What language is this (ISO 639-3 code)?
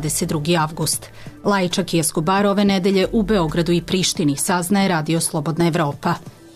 srp